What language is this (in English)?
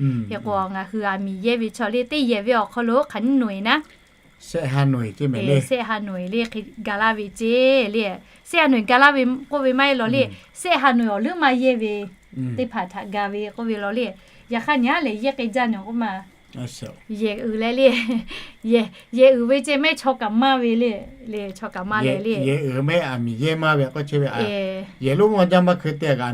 Lahu